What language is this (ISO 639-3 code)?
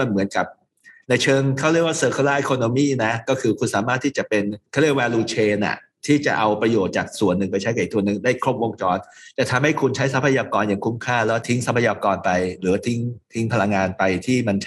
tha